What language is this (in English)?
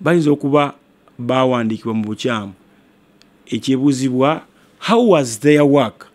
Ganda